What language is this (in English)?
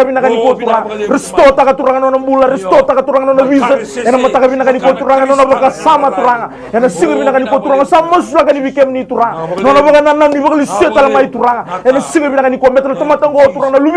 Fijian